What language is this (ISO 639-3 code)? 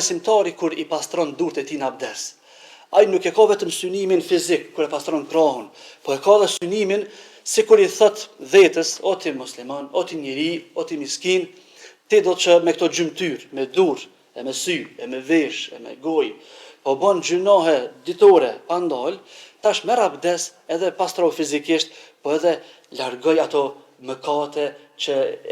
sqi